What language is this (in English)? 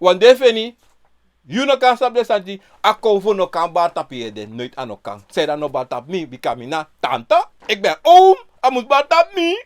Sranan Tongo